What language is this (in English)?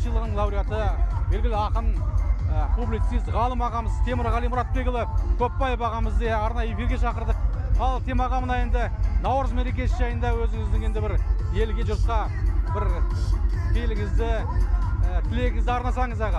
Kazakh